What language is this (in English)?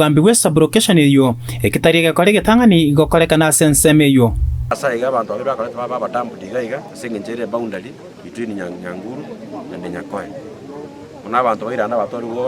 Gusii